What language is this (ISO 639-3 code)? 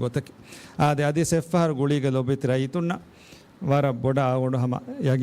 div